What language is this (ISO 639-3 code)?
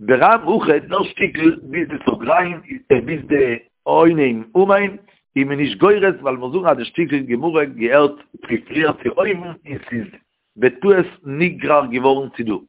yid